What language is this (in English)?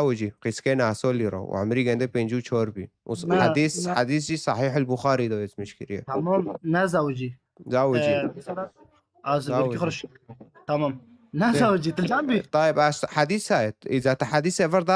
Kurdish